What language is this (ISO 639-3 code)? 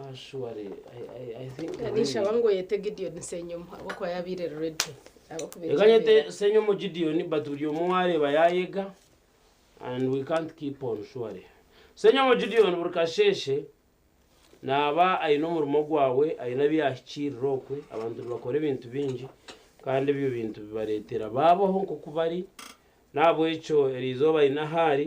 nyn